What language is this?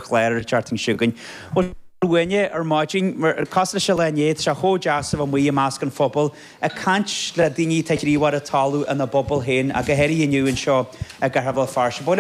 Irish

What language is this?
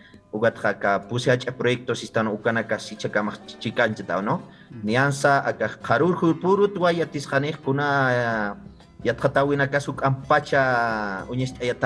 Aymara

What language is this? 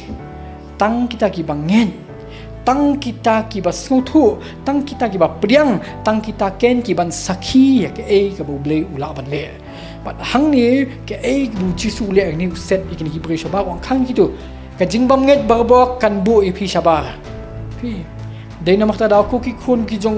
Khasi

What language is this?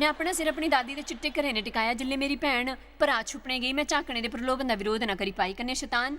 Dogri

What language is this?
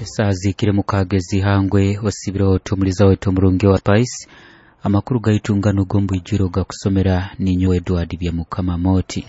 Nyoro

